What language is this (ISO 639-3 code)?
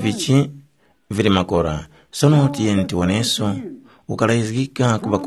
tum